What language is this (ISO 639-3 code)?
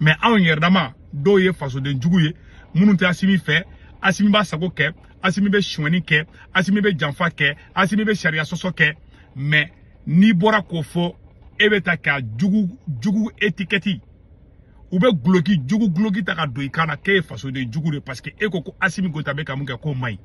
bam